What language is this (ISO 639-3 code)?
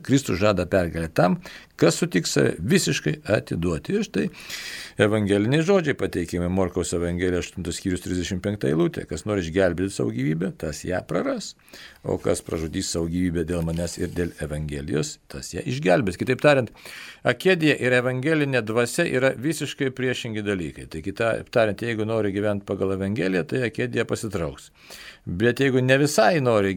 lit